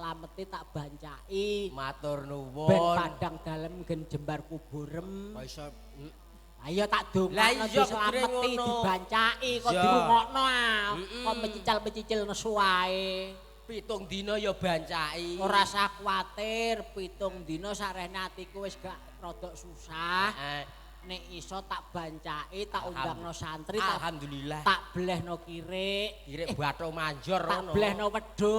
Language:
Javanese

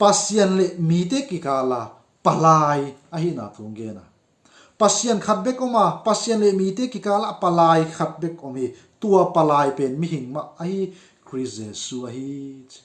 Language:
Tedim Chin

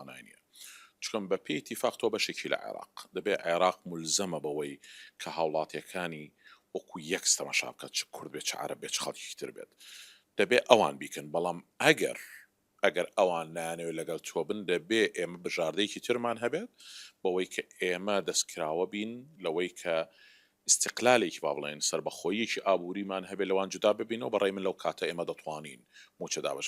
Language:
Central Kurdish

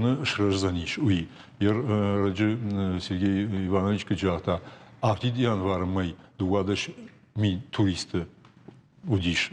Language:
Ossetic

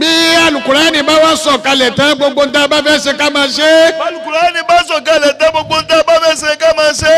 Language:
Yoruba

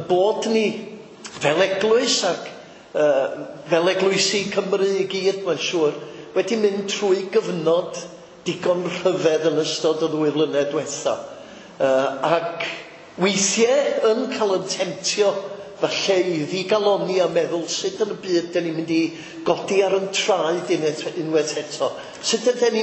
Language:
Welsh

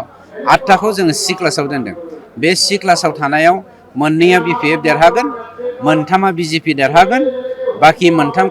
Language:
Bodo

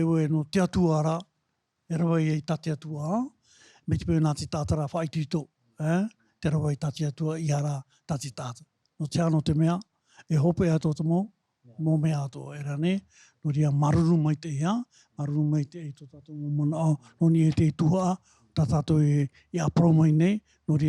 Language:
Tahitian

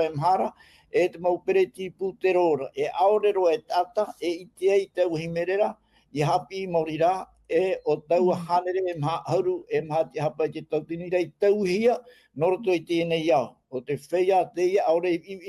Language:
Tahitian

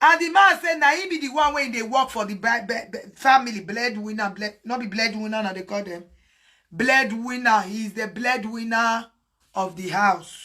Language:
Nigerian Pidgin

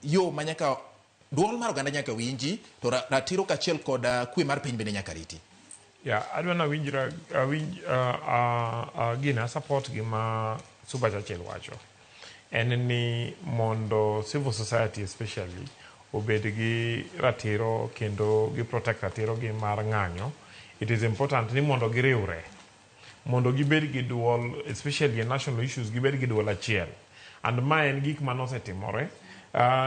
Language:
Luo (Kenya and Tanzania)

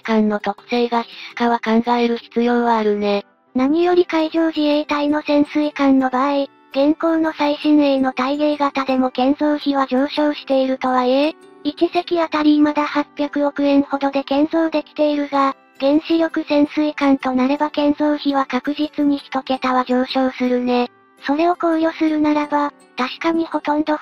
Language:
Japanese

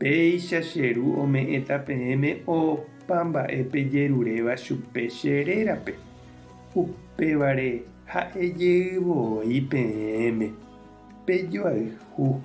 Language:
Guarani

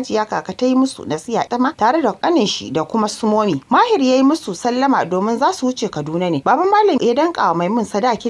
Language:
Hausa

